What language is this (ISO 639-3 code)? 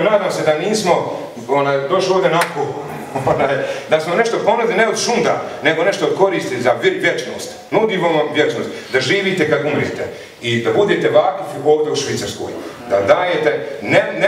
bos